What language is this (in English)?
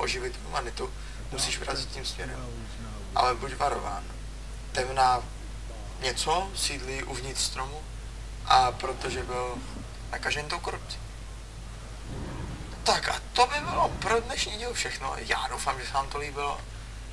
Czech